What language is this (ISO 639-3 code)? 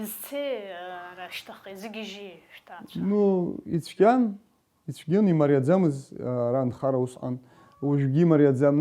abk